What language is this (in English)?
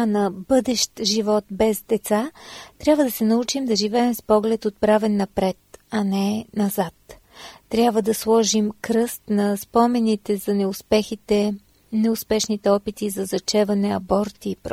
Bulgarian